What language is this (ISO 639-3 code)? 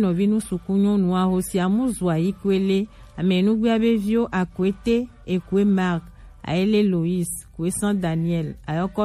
gej